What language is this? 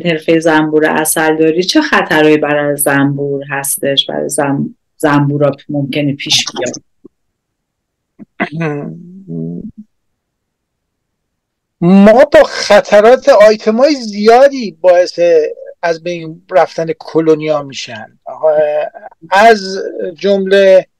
Persian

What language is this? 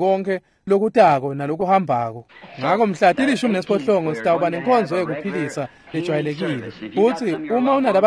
Swati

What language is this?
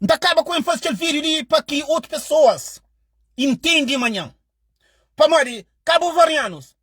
Kabuverdianu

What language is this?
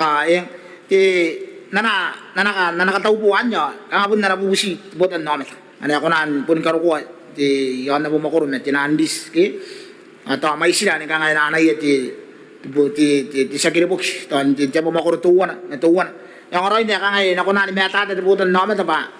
Gilbertese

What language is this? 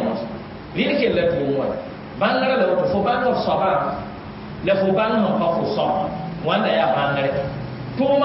Mossi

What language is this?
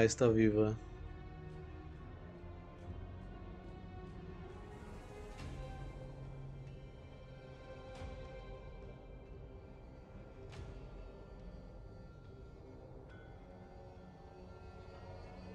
Portuguese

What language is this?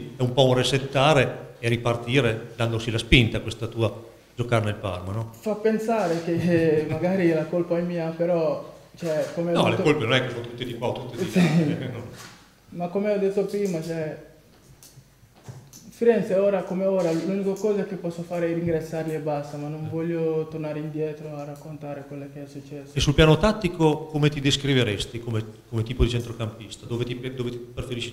Italian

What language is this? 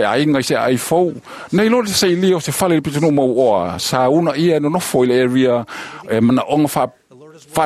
Samoan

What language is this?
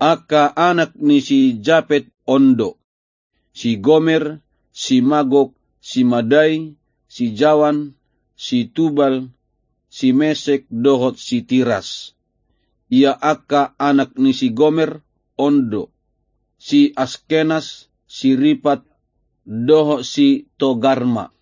Batak Toba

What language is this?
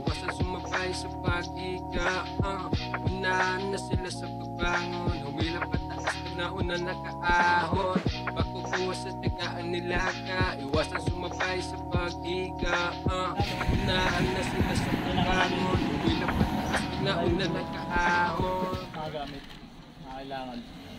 Filipino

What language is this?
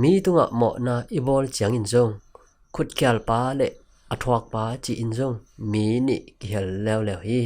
Tedim Chin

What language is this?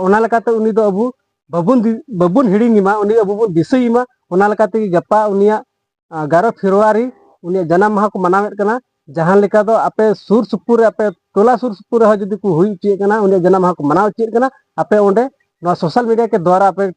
Santali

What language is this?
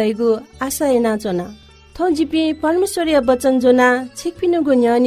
Newari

